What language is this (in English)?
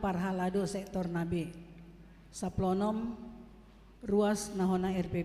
Batak Toba